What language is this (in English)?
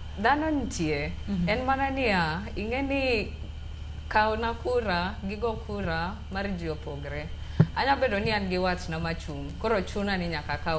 Luo (Kenya and Tanzania)